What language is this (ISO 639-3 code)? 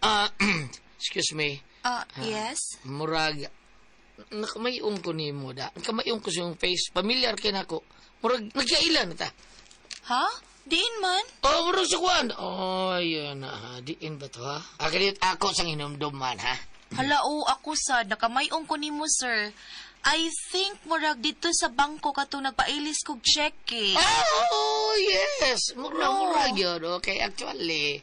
ceb